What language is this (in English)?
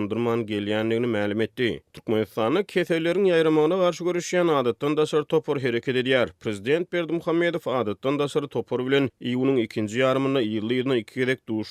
Turkmen